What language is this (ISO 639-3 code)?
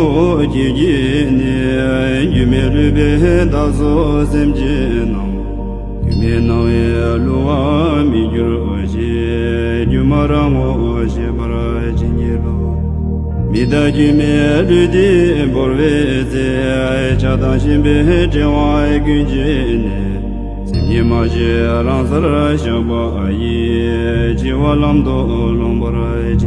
bod